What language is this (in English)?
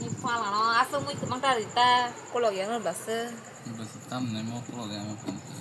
Kok Borok